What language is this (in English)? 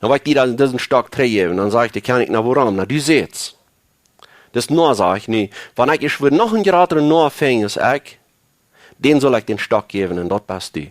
Plautdietsch